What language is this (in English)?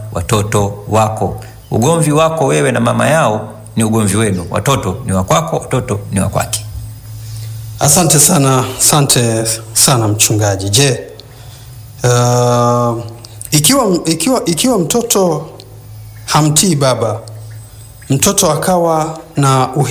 Swahili